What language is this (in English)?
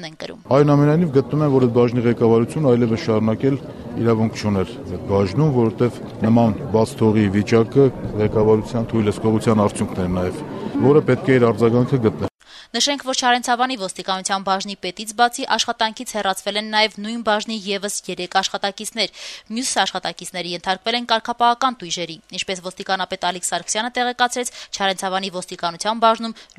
Armenian